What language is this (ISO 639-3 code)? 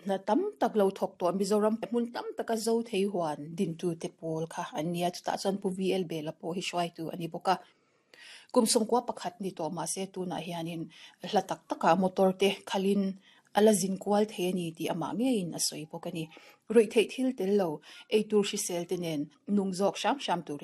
lus